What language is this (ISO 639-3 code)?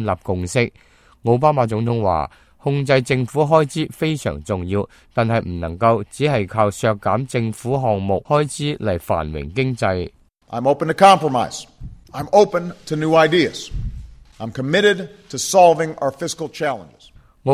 yue